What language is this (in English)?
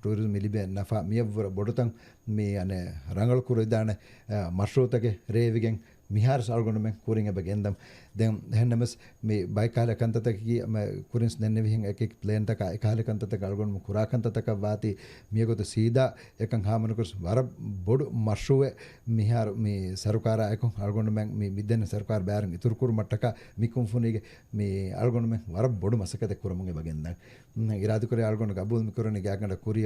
Divehi